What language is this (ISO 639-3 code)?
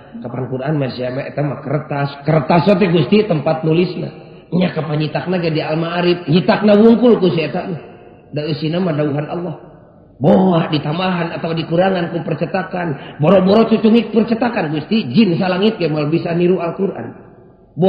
sun